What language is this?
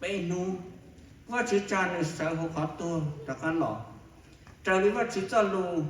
Hmong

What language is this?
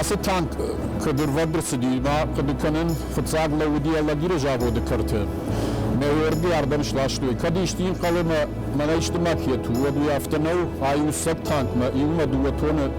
Ossetic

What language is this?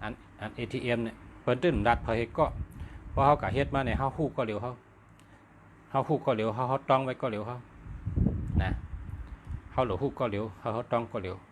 Shan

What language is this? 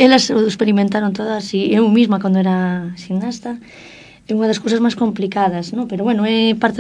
Galician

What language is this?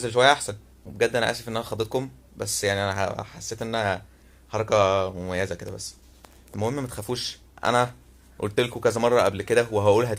Egyptian Arabic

